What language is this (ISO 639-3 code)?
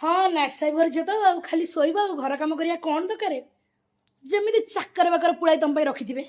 ori